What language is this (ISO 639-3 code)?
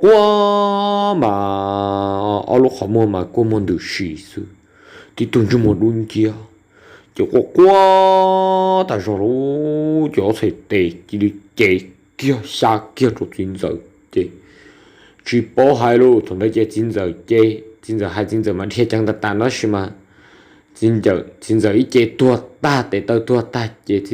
hmn